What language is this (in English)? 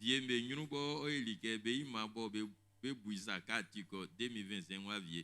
Baoulé